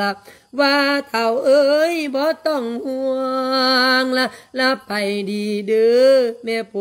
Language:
Lao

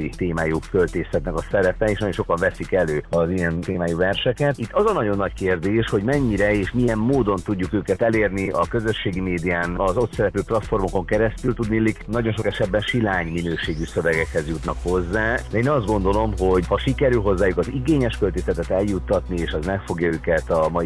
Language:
Hungarian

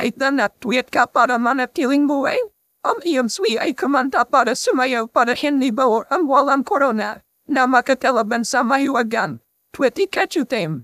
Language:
Welsh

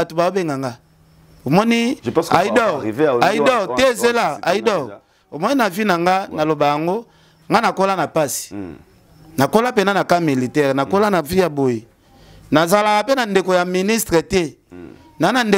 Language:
Lingala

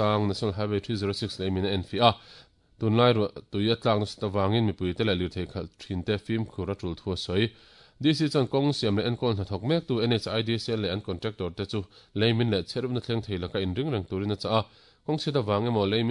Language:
Mizo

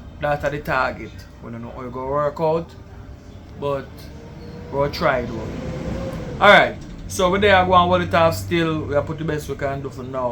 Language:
Jamaican Creole English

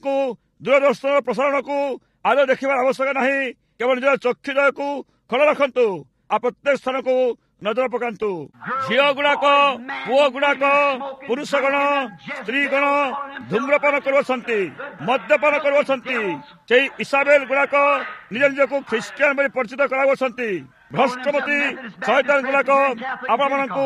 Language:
Odia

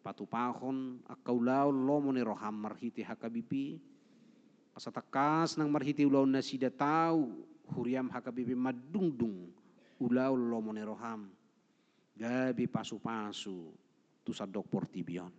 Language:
Batak Toba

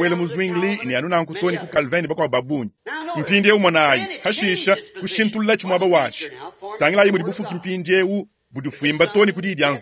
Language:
Luba-Lulua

